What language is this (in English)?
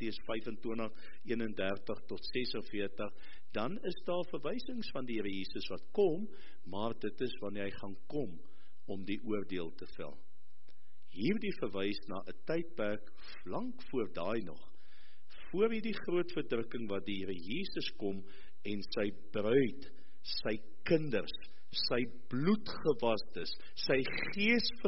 Afrikaans